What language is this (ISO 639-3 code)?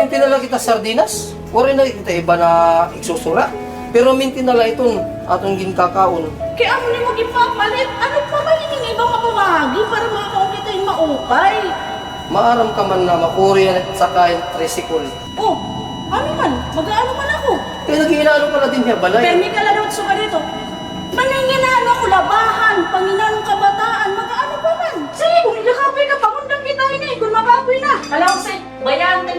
war